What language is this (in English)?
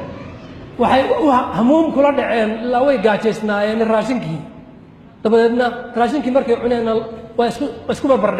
Somali